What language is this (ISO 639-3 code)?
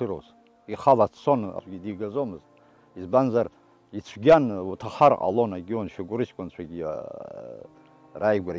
abk